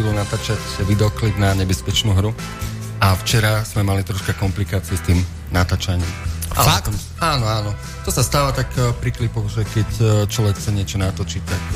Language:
Slovak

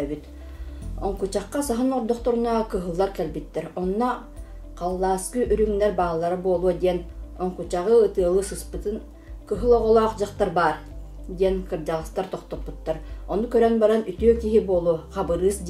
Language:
Yakut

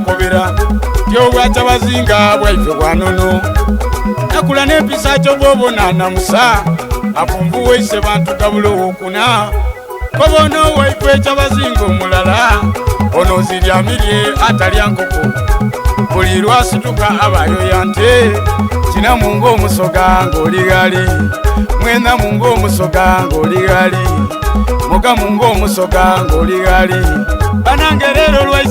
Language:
Soga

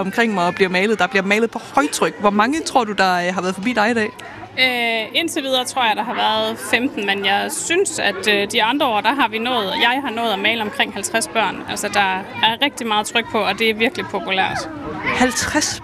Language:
Danish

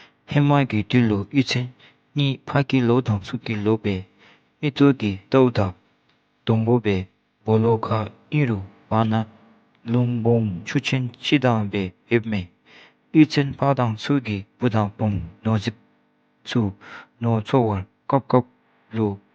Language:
Dzongkha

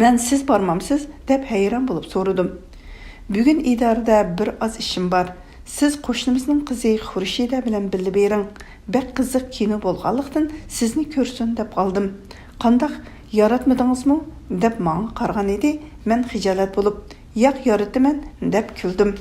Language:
Uyghur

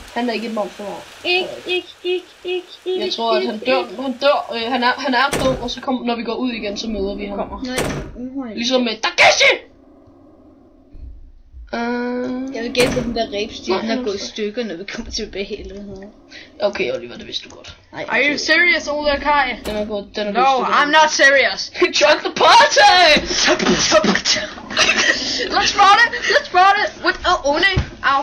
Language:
Danish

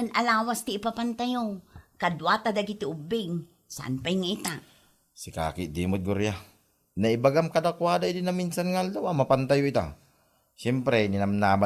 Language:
Iloko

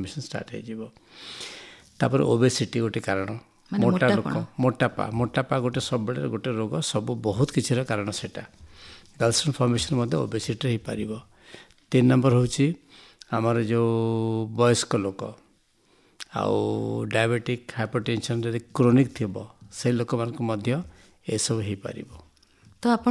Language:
Odia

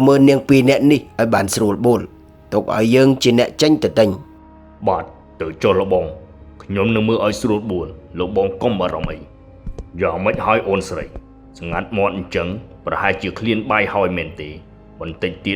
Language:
Khmer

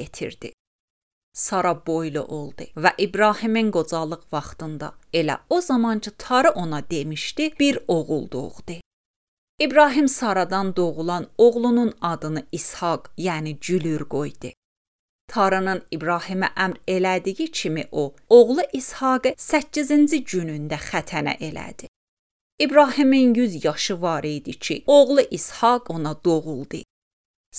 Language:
Azerbaijani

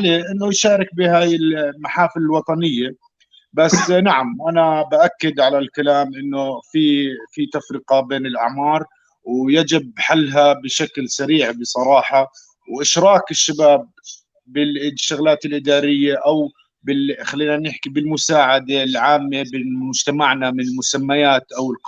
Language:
North Levantine Arabic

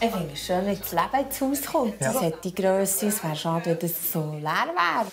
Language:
Swiss German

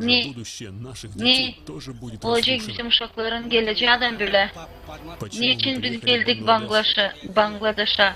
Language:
Gagauz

